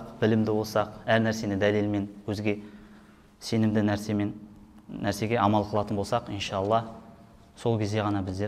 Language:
Kazakh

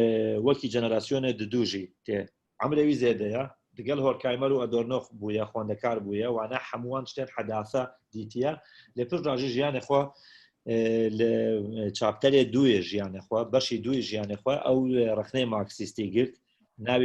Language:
Kurdish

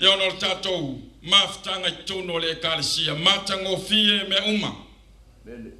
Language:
Samoan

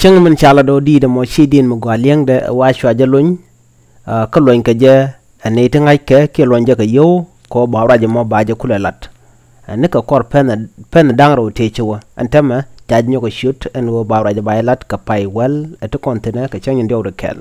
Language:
Nuer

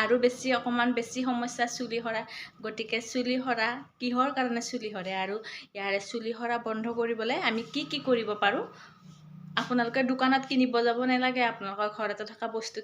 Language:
Assamese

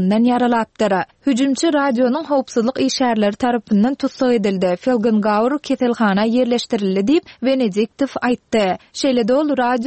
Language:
Turkmen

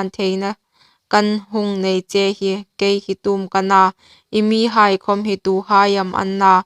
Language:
Hmar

